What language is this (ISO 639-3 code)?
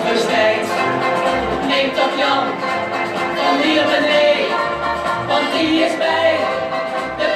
nld